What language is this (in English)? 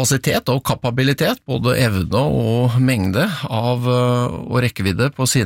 Norwegian